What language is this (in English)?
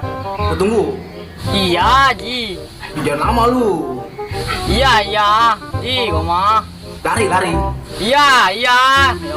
Betawi